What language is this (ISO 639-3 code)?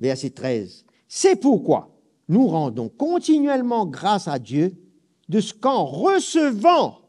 mfe